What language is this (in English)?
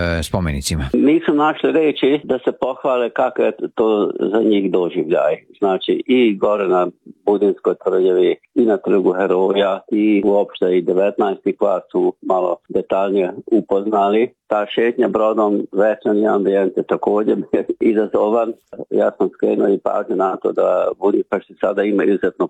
Serbian